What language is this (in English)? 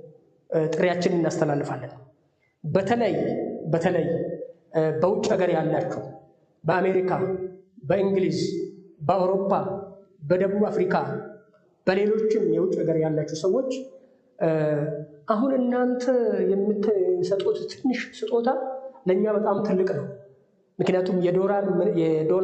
Amharic